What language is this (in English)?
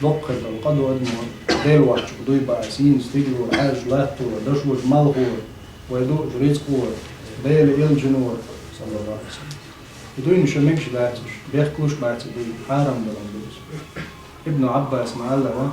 Chechen